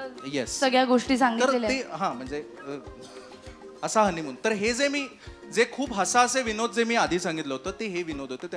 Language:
Marathi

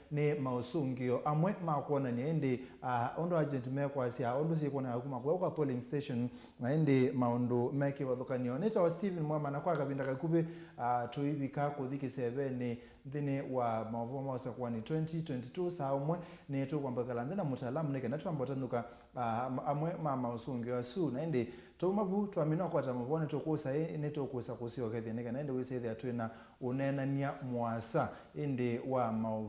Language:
Kamba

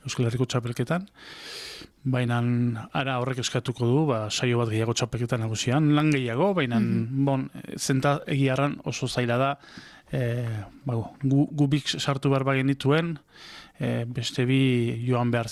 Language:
Basque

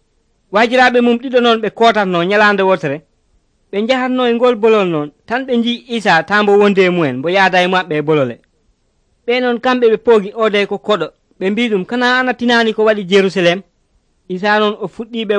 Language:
Nigerian Fulfulde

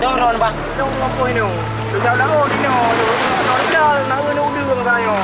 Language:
Achinese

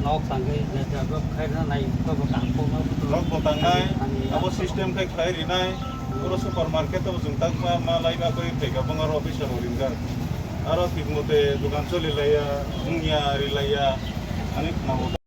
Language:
Kok Borok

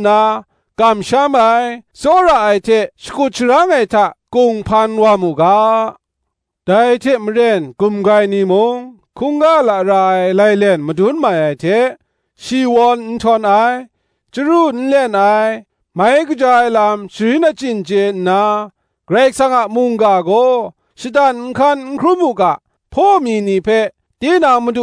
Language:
Kachin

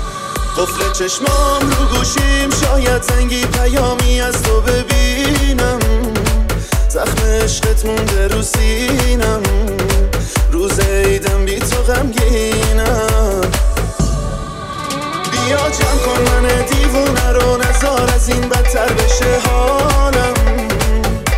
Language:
Persian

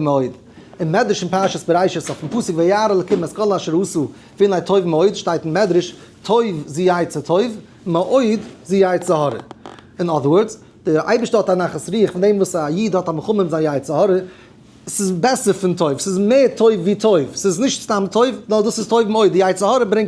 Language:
Yiddish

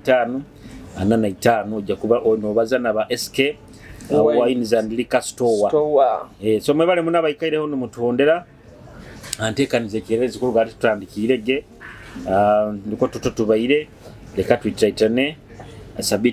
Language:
Nyoro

